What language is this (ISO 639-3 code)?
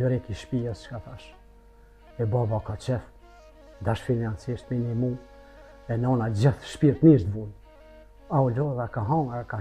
sqi